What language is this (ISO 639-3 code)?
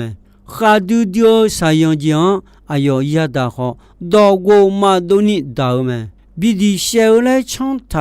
ahk